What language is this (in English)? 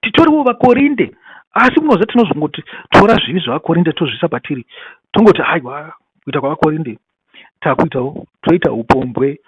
Shona